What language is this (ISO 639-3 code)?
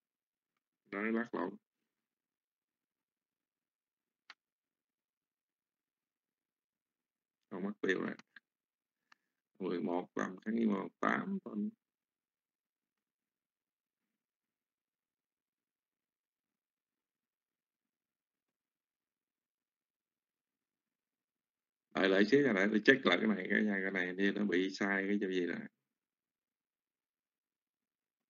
vie